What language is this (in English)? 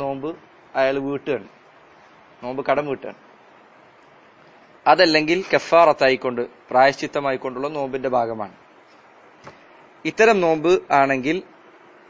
Malayalam